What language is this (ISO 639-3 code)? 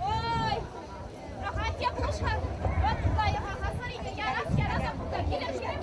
chv